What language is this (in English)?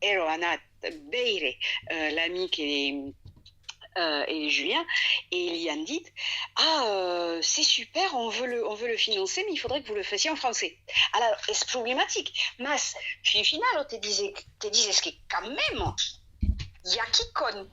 Occitan